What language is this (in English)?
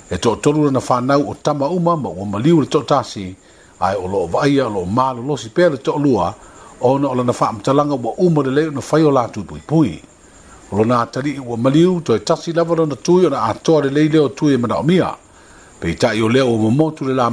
Samoan